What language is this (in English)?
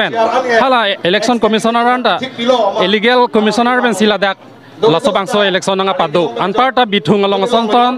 Karbi